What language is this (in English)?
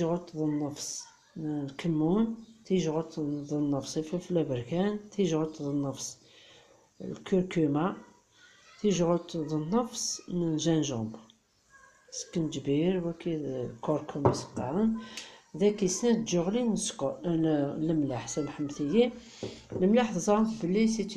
Kabyle